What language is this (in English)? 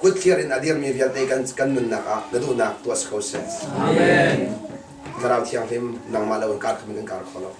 Hakha Chin